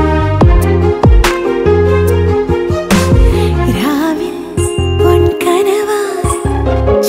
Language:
Malayalam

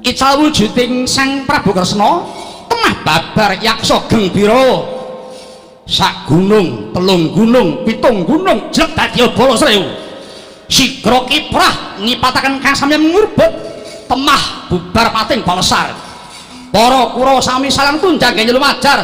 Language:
Javanese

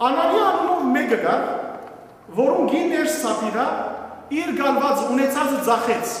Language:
Western Armenian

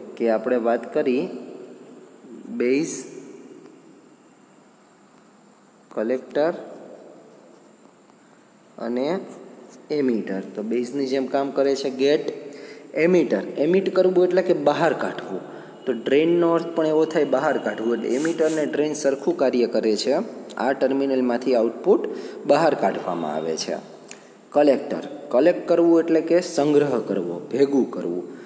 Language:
Gujarati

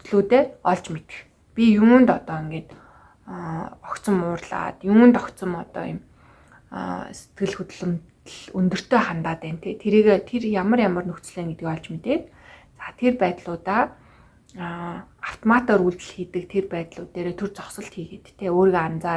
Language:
Mongolian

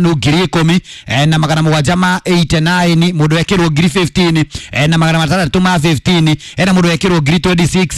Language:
Kikuyu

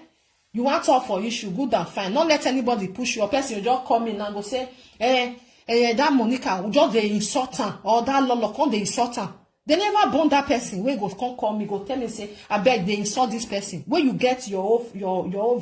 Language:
Nigerian Pidgin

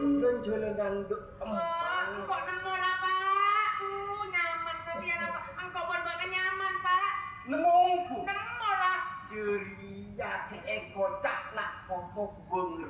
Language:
Madurese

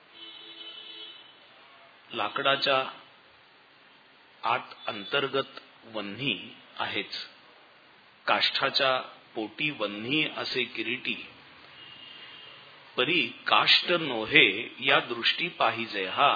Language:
Marathi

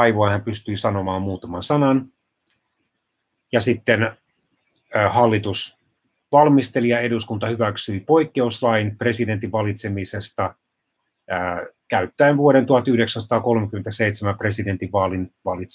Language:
Finnish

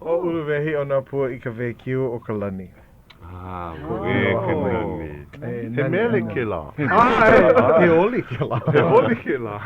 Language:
Hawaiian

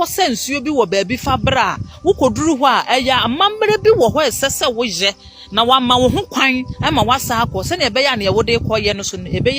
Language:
Akan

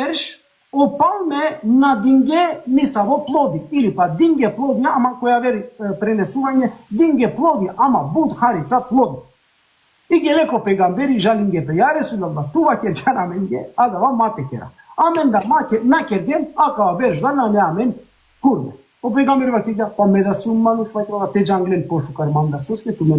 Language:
Balkan Romani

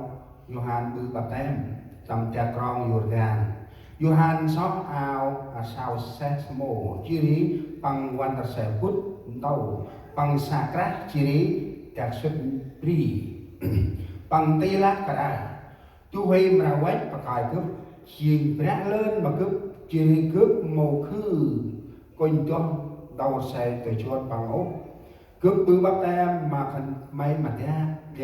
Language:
Central Mnong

